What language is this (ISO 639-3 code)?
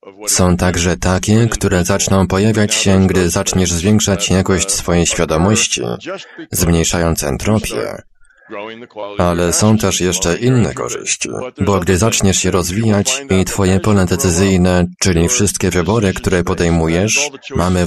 pol